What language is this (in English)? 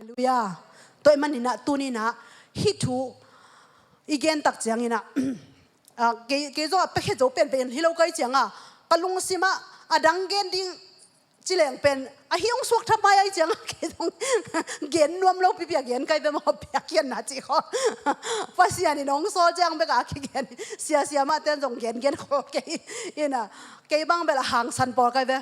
Tedim Chin